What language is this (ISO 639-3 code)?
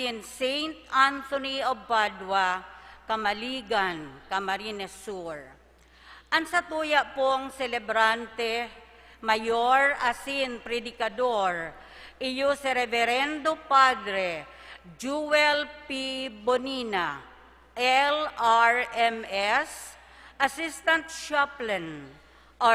bik